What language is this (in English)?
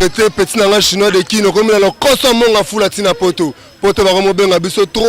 Lingala